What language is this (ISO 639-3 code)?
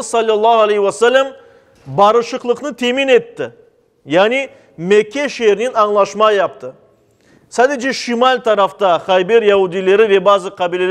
crh